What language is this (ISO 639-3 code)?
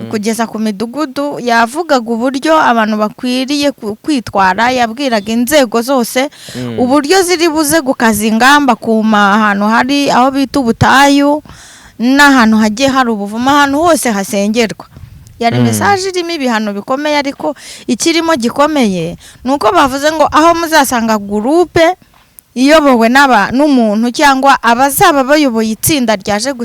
kin